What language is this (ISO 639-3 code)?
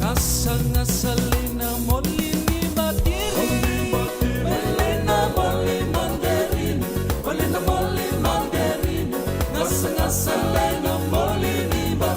fij